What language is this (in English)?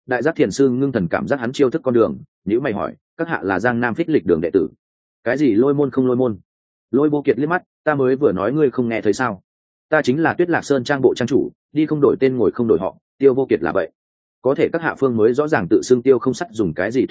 Vietnamese